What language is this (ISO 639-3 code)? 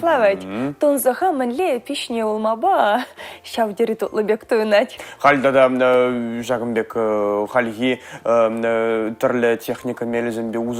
chv